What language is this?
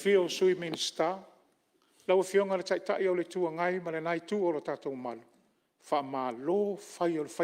Samoan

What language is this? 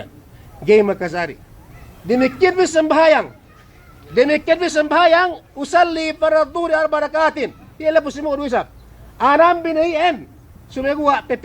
Yakan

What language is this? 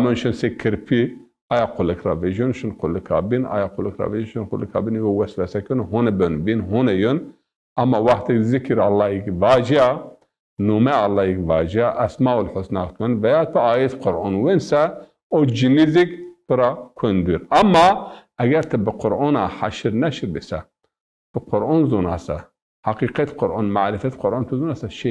Zaza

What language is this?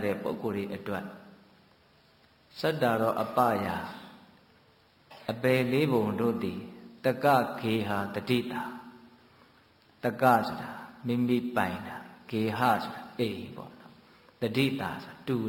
Burmese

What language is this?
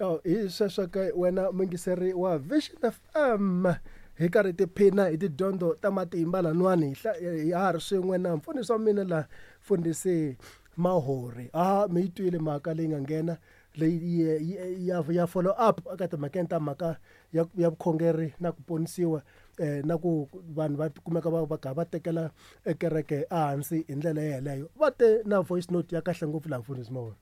Tsonga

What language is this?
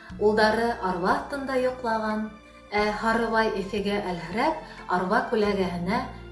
Bashkir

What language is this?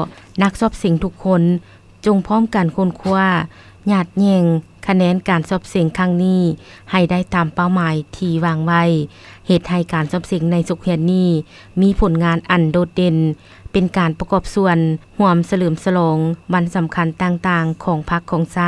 Lao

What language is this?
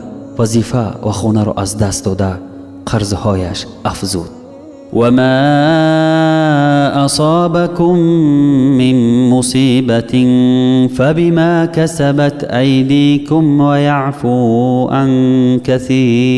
Tajik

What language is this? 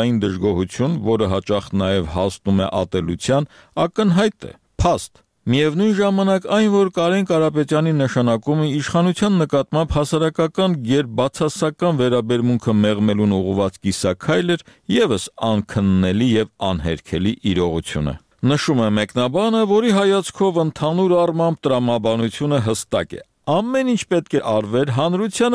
Armenian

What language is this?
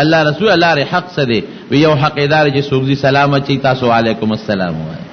Pashto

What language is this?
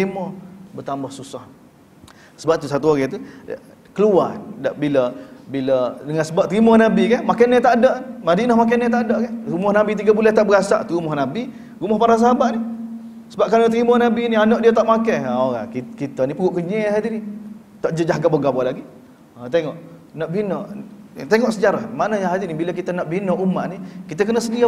Malay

